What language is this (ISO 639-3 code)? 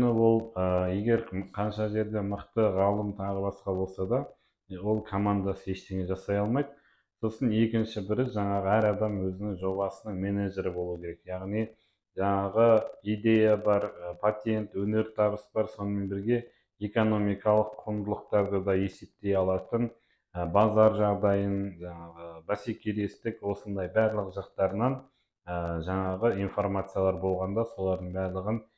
kaz